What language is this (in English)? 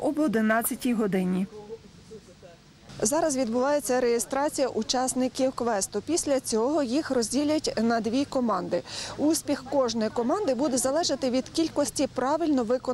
Ukrainian